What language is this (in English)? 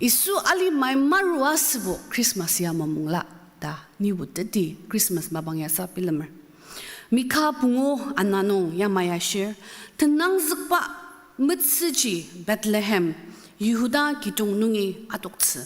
Ao Naga